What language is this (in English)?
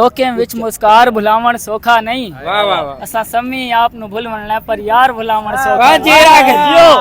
Saraiki